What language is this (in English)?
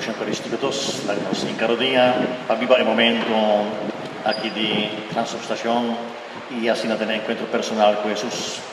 Papiamento